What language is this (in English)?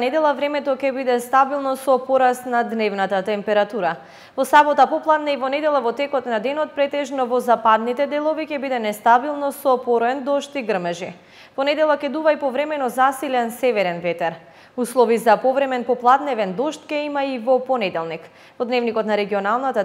Macedonian